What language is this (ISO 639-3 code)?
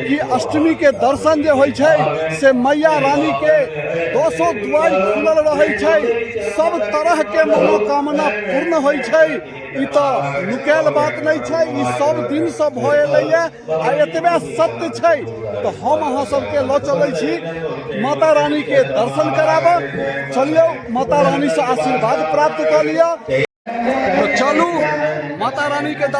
mai